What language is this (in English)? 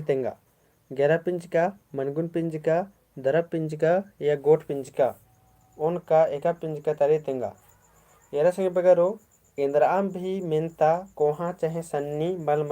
Kurukh